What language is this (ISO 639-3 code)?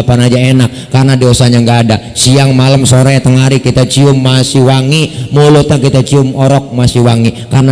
bew